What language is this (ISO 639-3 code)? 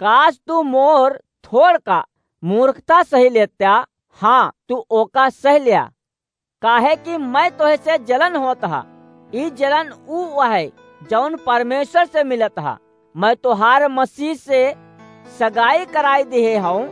awa